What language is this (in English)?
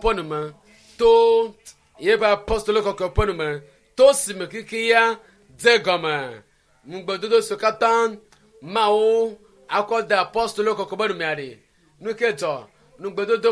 Ewe